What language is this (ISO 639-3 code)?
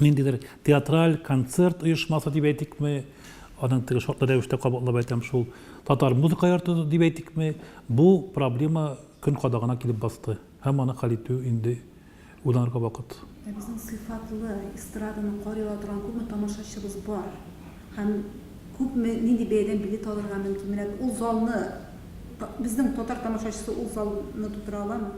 tat